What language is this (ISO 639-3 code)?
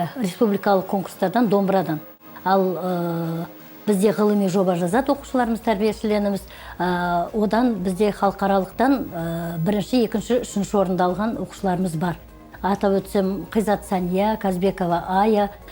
kaz